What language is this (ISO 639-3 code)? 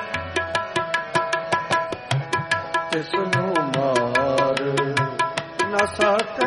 pan